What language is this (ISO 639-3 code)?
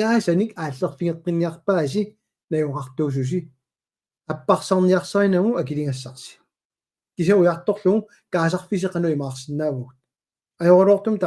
kal